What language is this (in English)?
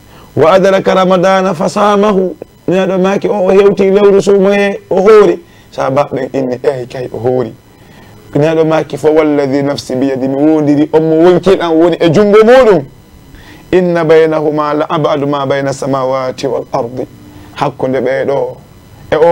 Fula